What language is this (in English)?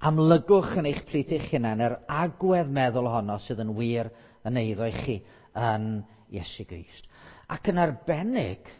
Welsh